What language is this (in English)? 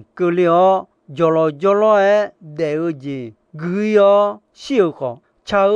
Akha